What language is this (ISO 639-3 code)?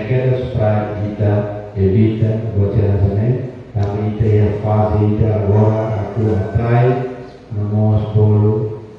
tet